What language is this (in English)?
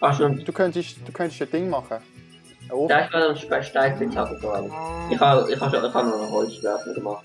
Swiss German